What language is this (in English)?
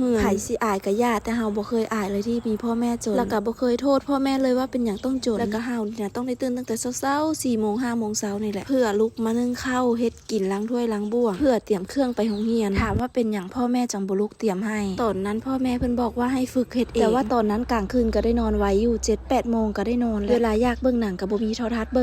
Lao